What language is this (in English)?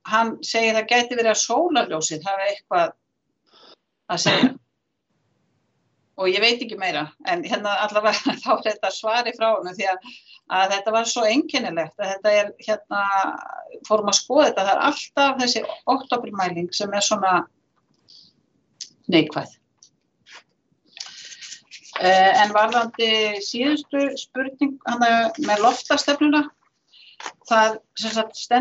Icelandic